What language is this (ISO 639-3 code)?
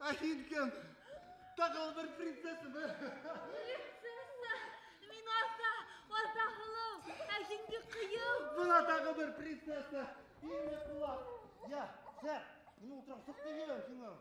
bak